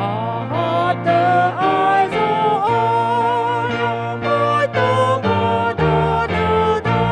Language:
Nias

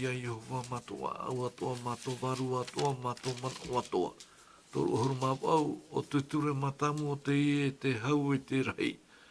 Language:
Tahitian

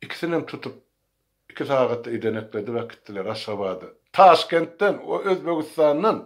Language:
Turkmen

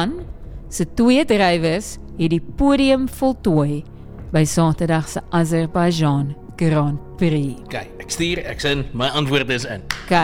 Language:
Afrikaans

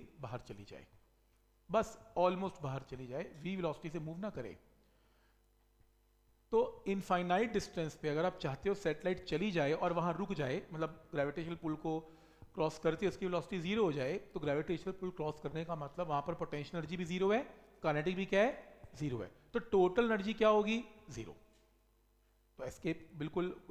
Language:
Hindi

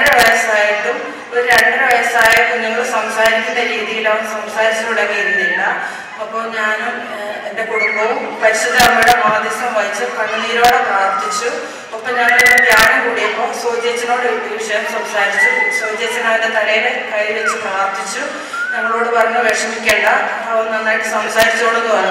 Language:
Malayalam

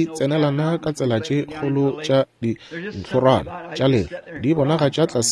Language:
Northern Sotho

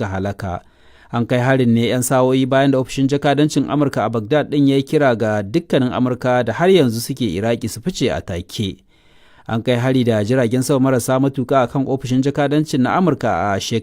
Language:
Hausa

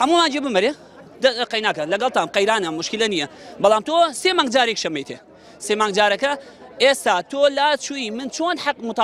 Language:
Central Kurdish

